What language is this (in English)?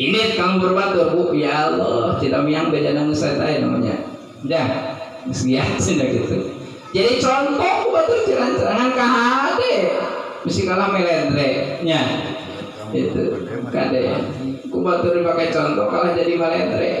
Sundanese